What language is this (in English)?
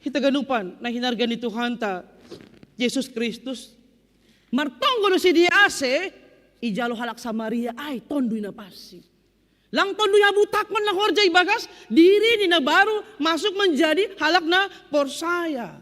Batak Simalungun